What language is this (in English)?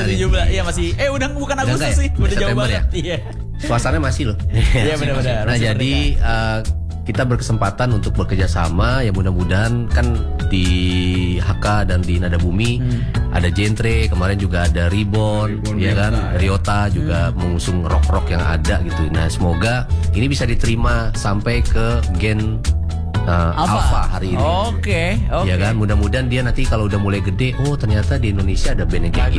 Indonesian